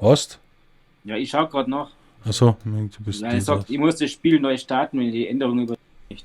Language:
Bavarian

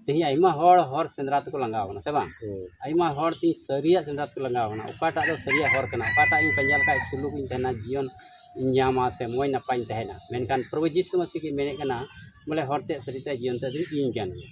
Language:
Santali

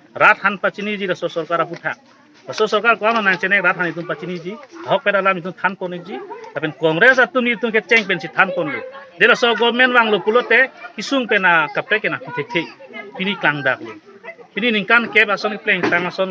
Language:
Karbi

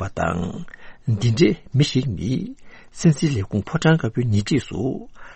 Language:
Tibetan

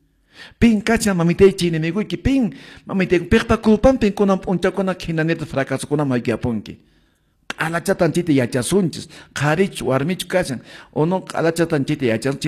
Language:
Quechua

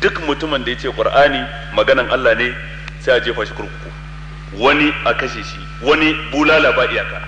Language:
Hausa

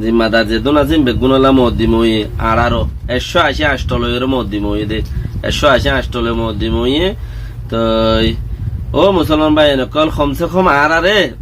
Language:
Rohingya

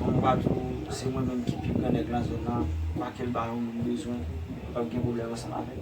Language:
Haitian Creole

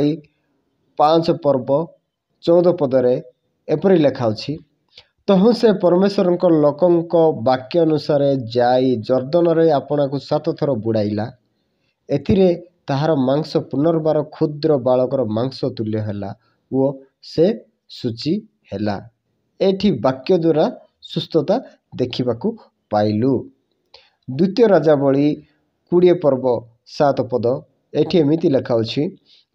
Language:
Odia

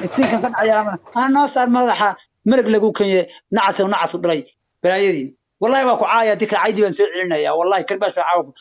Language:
Somali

